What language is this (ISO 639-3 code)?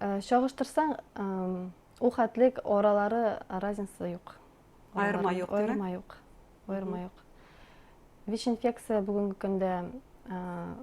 bak